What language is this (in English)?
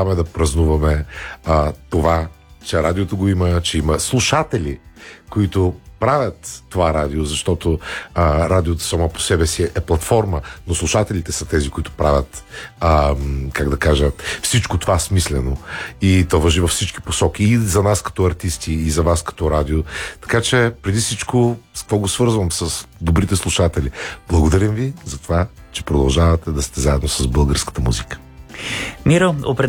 Bulgarian